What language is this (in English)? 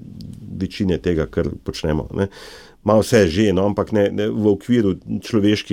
Slovenian